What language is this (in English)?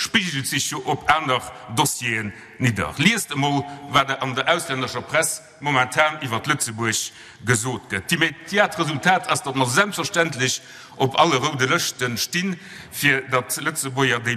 Luxembourgish